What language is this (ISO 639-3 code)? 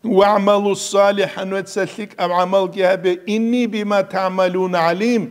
ava